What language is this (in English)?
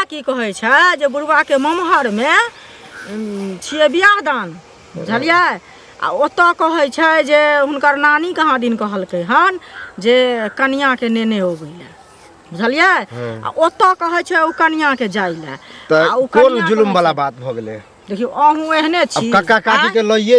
Maithili